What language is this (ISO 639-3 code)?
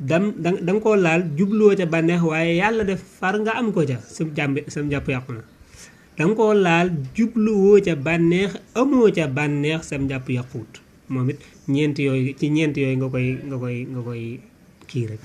wol